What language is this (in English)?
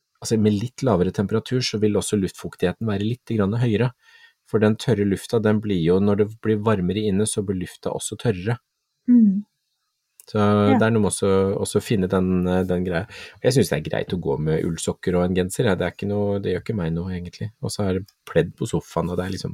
Norwegian